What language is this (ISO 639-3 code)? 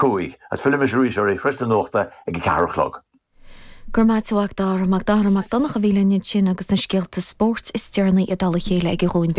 gle